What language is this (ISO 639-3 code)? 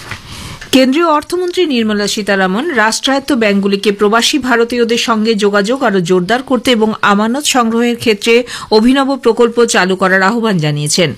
ben